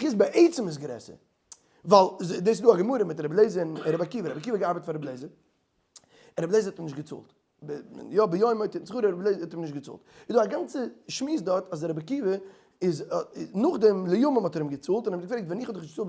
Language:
Yiddish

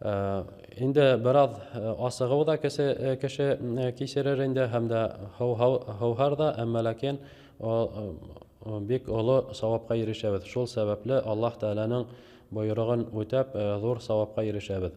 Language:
Bashkir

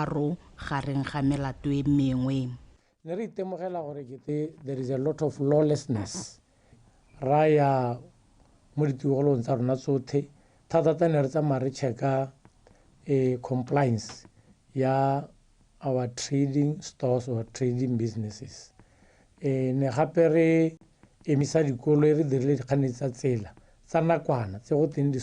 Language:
Tswana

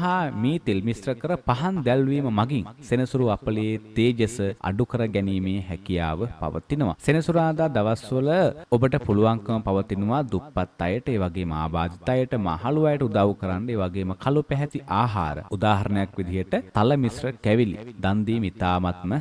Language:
Sinhala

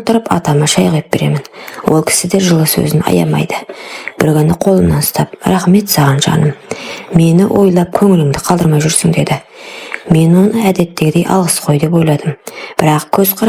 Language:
Kazakh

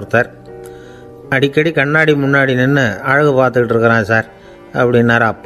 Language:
Tamil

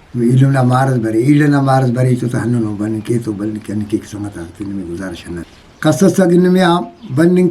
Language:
Brahui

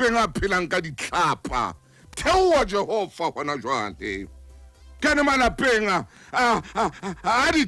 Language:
Southern Sotho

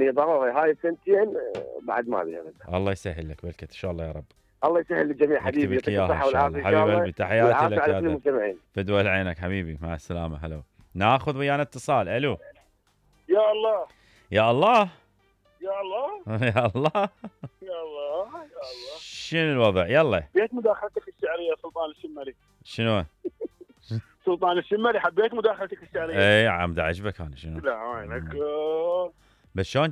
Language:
Mesopotamian Arabic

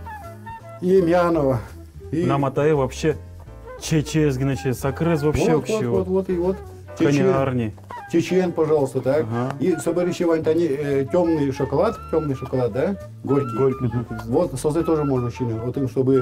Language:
Udmurt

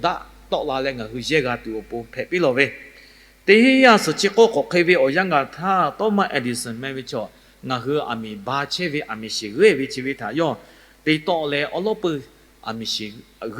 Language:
Lahu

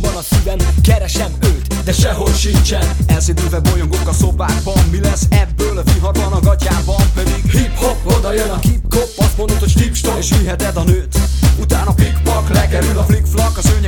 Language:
Hungarian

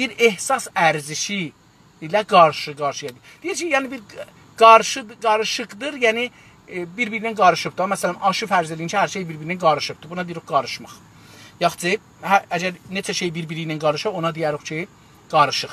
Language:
South Azerbaijani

